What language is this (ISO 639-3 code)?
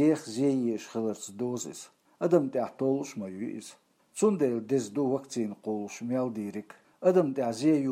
che